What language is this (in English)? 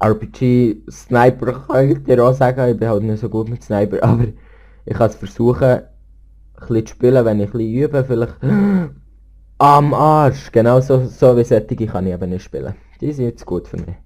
Swiss German